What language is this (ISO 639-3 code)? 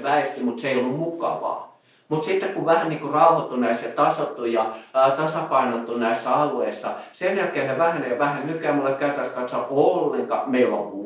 fin